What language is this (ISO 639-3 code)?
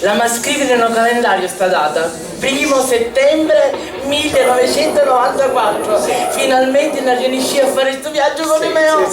scn